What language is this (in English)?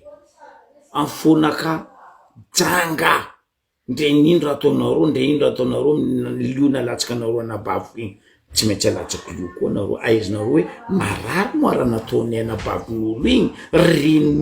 Malagasy